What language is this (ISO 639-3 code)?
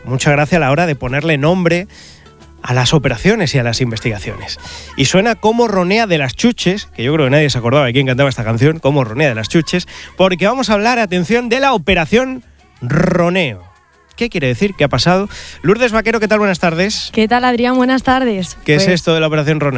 spa